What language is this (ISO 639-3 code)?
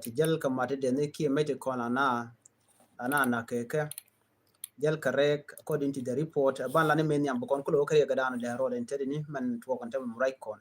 nus